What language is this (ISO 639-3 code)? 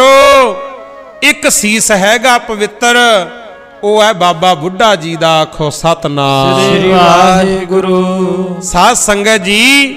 pan